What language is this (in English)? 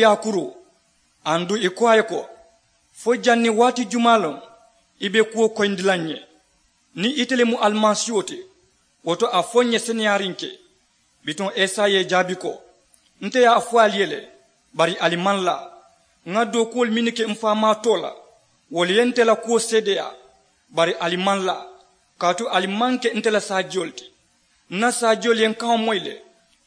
Mandingo